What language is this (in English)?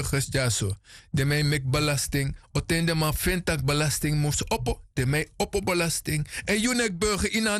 Sranan Tongo